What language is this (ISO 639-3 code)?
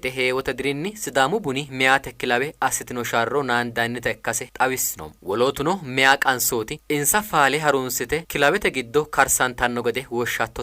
sid